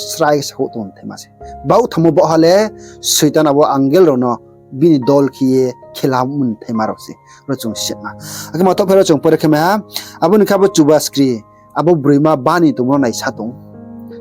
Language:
Riang (India)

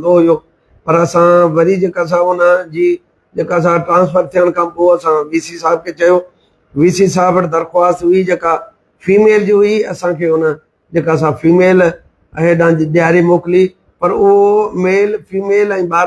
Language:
Sindhi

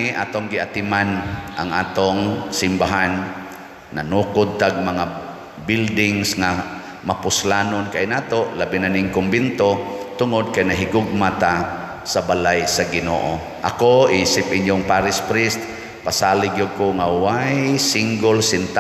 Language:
Cebuano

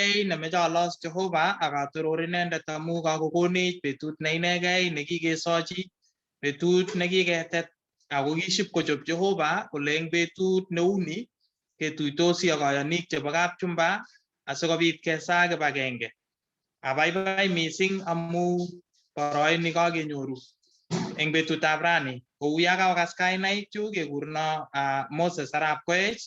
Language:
Kalenjin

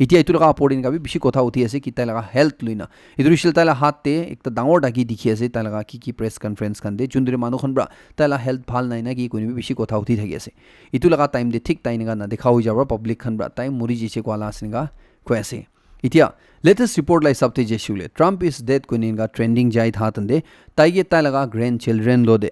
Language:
Naga Pidgin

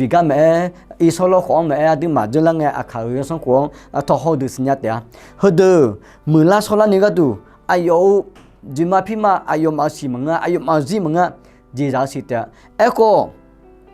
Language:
Akha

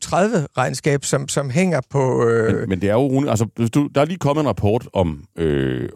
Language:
Danish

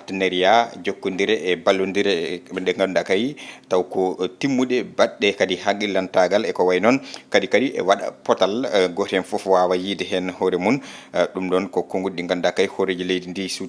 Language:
Fula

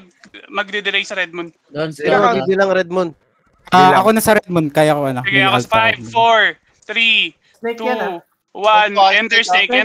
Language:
Filipino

